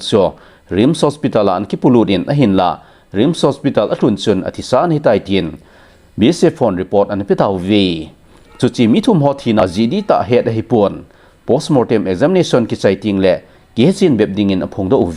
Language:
Thado Chin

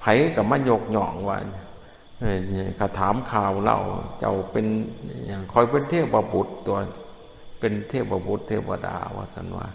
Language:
Northeastern Thai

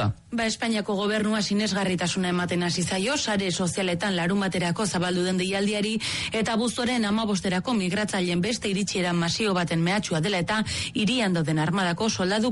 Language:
Basque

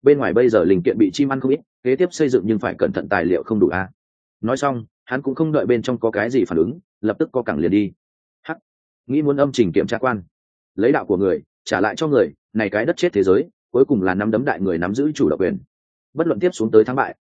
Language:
Vietnamese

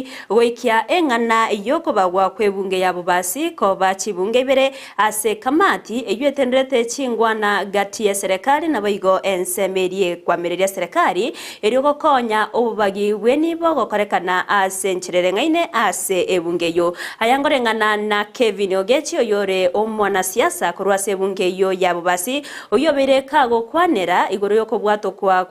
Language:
Gusii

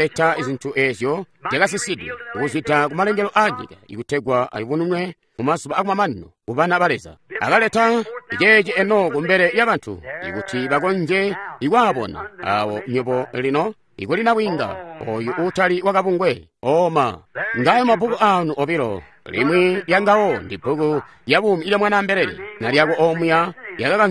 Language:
Tonga (Zambia)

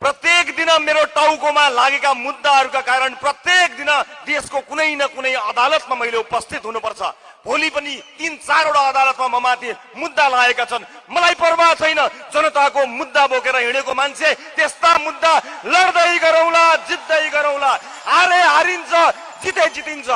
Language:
Nepali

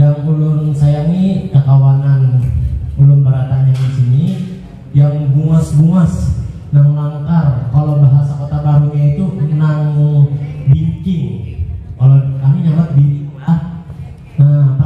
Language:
Banjar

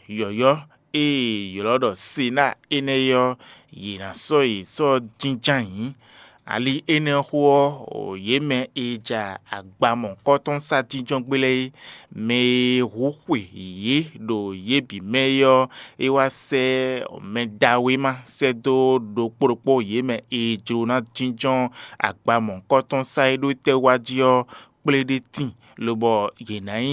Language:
Fon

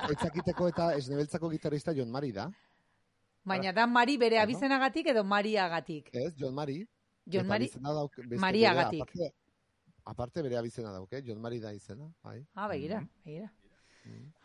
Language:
Basque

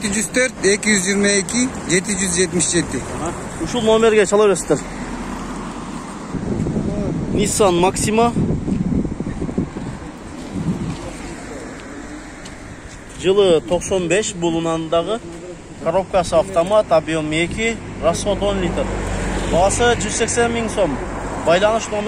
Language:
Kyrgyz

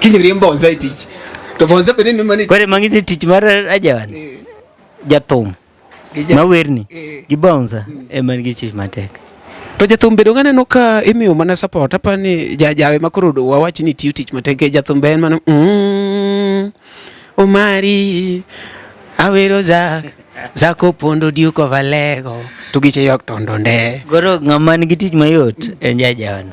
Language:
Luo (Kenya and Tanzania)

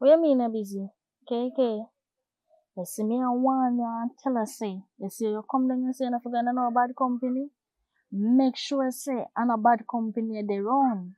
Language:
Jamaican Creole English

